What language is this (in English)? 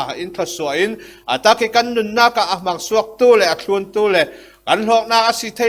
Falam Chin